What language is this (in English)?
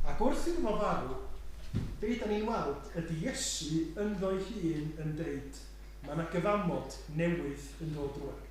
Welsh